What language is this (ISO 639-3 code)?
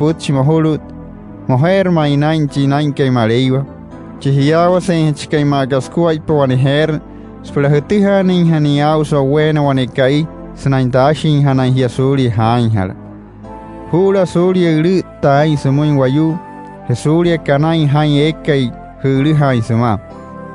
guc